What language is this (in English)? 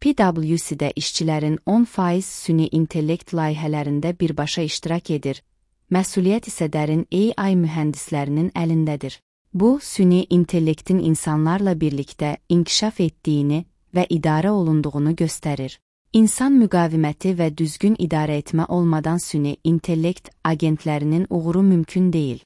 Azerbaijani